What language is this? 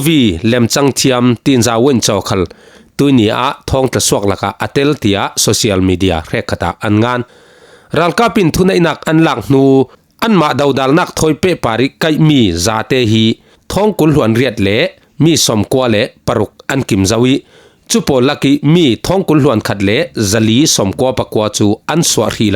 Falam Chin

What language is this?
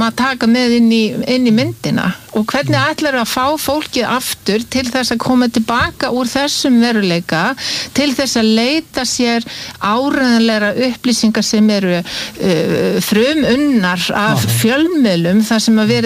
Icelandic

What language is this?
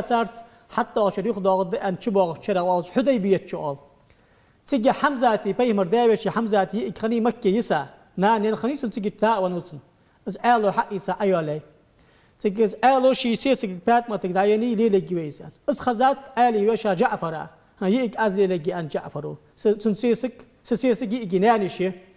Ingush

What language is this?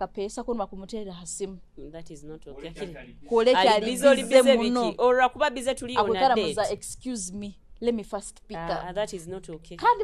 Nyoro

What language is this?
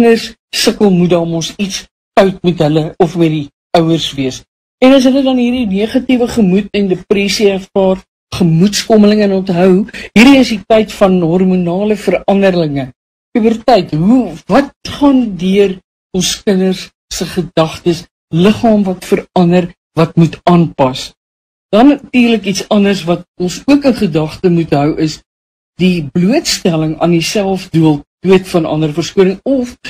Afrikaans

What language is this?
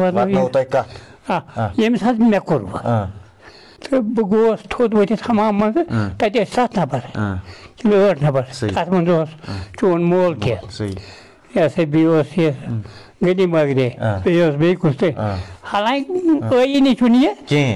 Kashmiri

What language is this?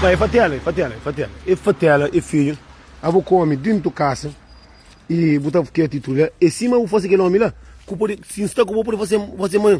Kabuverdianu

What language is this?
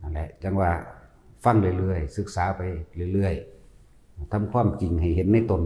Northeastern Thai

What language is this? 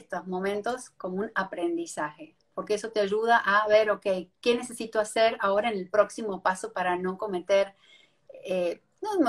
Spanish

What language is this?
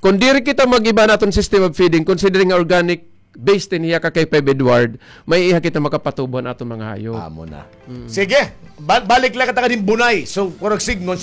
Waray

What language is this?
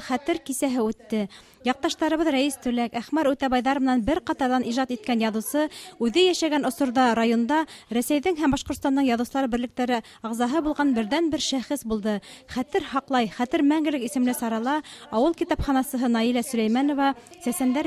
Bashkir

